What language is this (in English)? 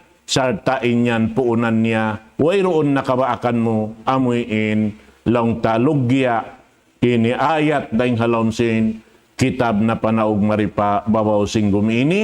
Tausug